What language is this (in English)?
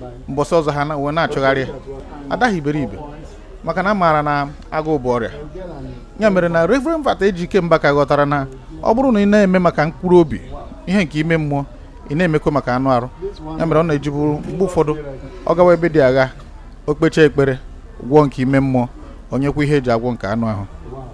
Igbo